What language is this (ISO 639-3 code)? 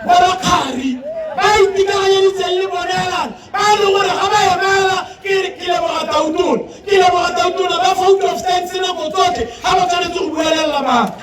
tsn